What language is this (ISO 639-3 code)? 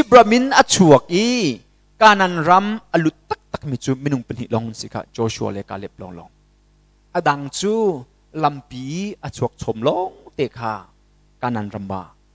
cnh